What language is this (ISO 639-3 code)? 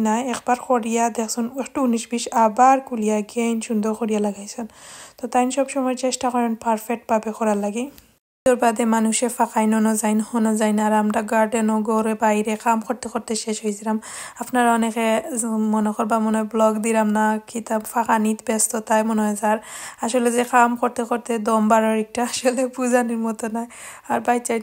syl